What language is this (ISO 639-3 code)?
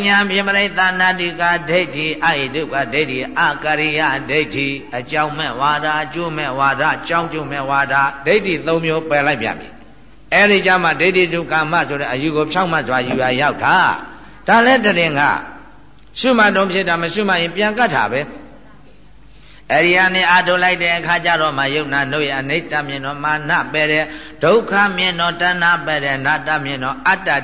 mya